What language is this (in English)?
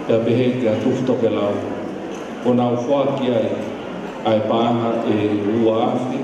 Tongan